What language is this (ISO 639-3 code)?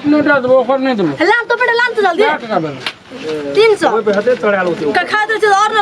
mai